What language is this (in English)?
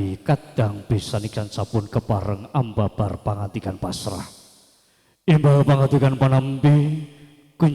Javanese